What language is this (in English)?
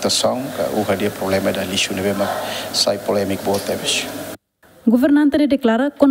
Tetum